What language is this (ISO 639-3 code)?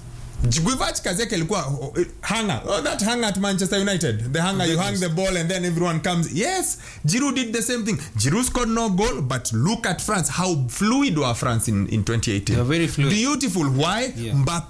swa